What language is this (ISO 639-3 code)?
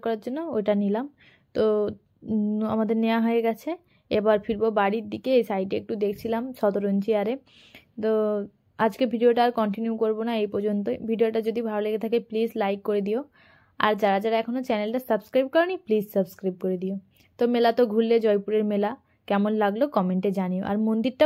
ben